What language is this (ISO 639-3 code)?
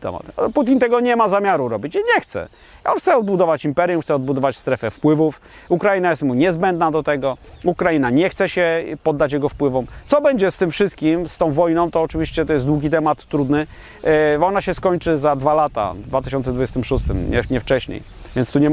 pol